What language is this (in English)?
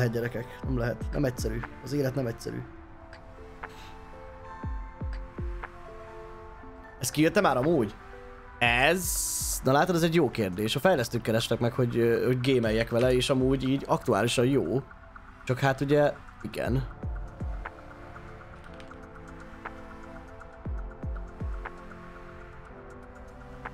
Hungarian